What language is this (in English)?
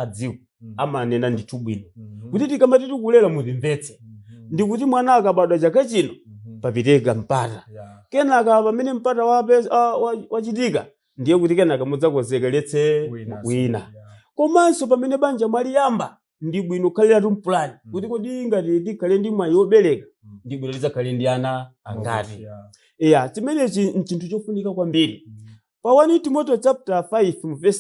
Nyanja